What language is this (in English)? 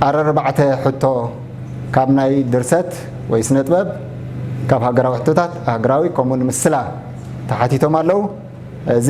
Tigrinya